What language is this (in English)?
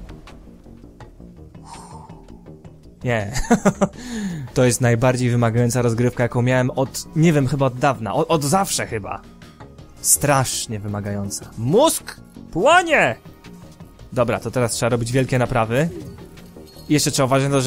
Polish